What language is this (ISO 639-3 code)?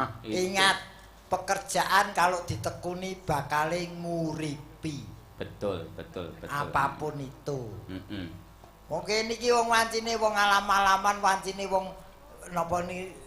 jav